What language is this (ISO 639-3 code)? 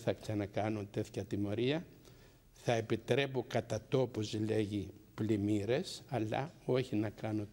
ell